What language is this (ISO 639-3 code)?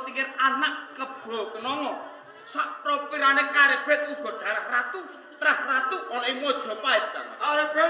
jav